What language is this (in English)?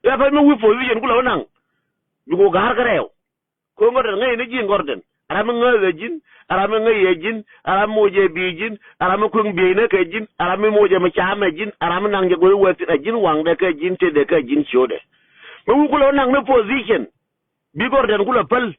Nuer